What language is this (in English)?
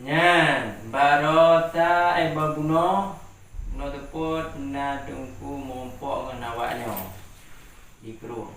Achinese